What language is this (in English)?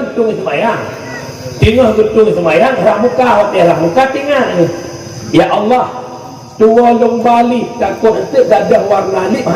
Achinese